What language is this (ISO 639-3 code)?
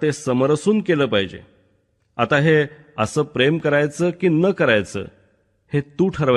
mar